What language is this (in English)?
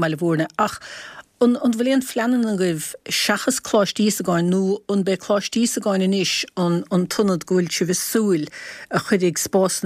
Irish